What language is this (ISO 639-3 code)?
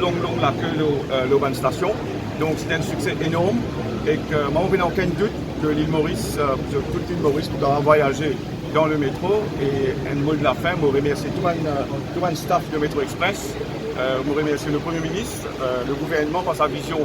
mfe